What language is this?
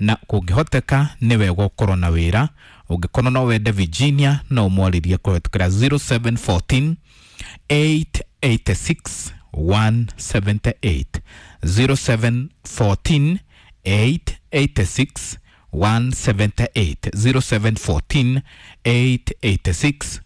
Kikuyu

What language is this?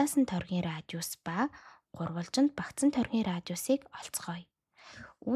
Mongolian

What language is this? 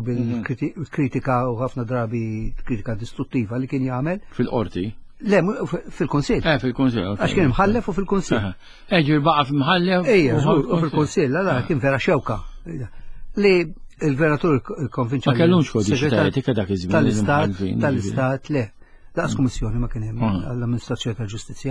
Maltese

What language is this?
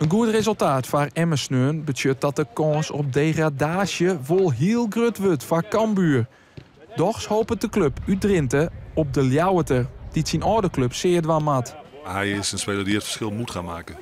Western Frisian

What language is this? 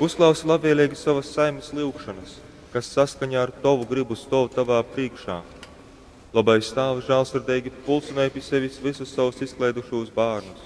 Latgalian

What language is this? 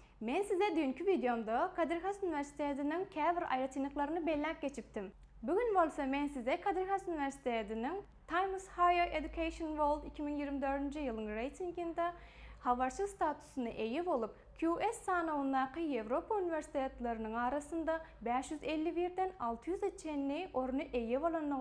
Turkmen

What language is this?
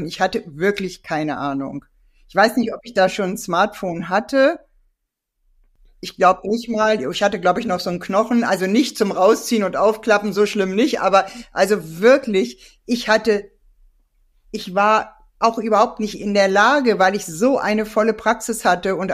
German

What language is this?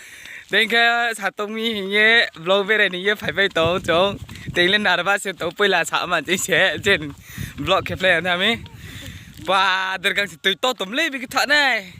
Riang (India)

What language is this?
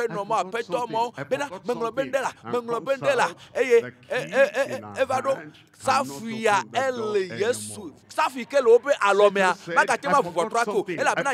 Ewe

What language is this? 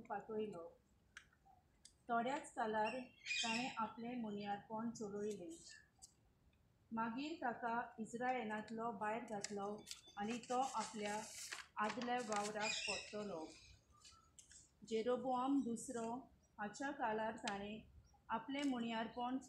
Konkani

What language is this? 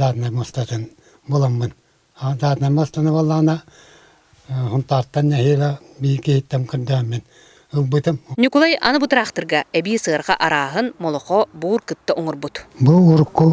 Yakut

